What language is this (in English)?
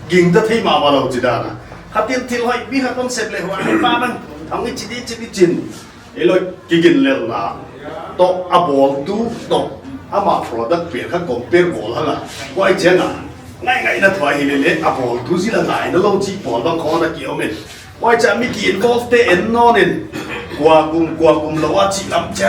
Paite Chin